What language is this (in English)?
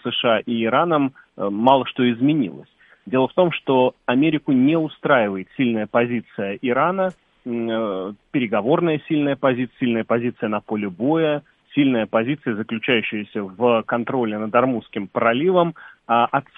Russian